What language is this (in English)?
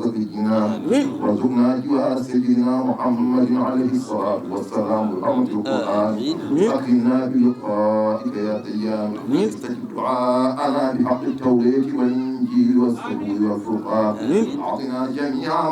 Fula